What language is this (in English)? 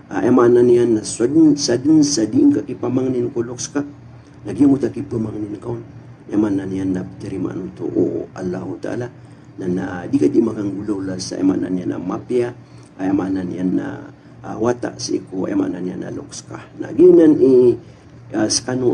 Maranao